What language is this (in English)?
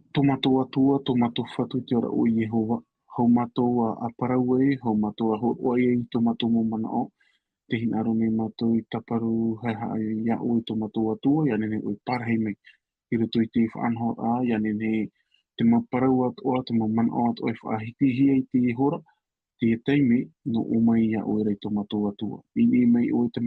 Tahitian